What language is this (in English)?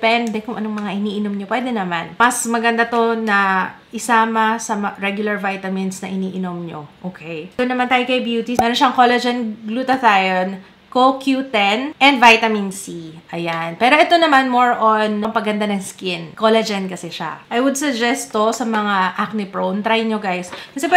Filipino